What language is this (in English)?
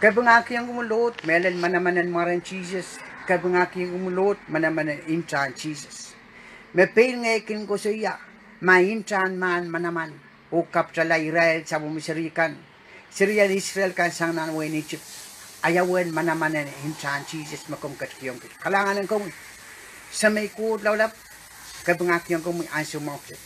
Pohnpeian